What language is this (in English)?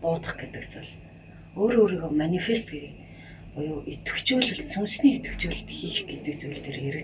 Mongolian